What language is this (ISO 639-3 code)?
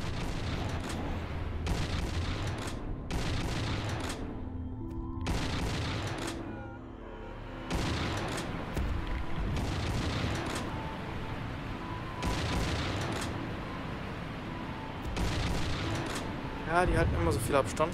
deu